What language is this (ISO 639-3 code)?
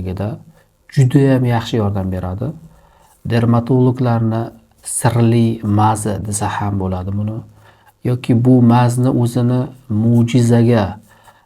uzb